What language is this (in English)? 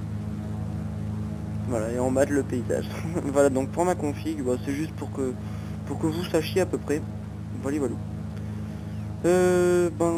French